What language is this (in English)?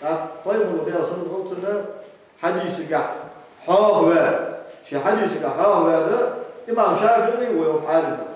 Ingush